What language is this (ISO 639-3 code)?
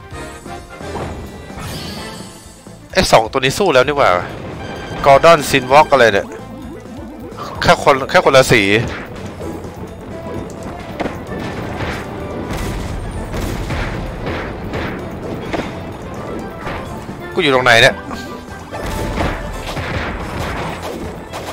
tha